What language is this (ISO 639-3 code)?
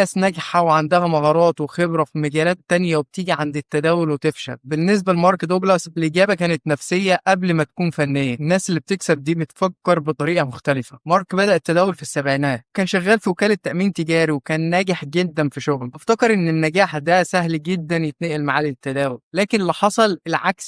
arz